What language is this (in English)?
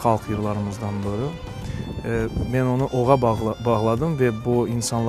Crimean Tatar